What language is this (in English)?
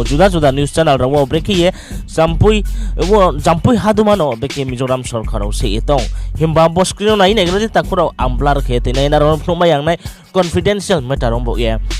Riang (India)